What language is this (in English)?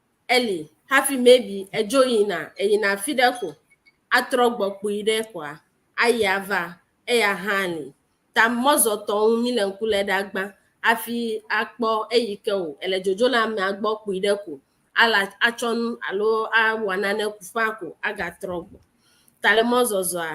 Ewe